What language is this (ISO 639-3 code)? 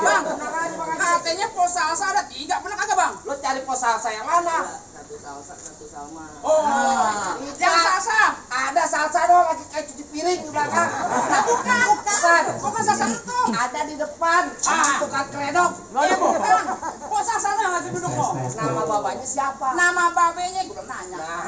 bew